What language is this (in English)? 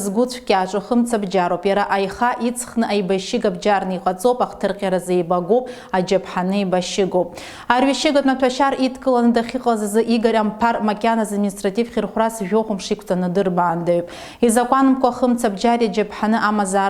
Abkhazian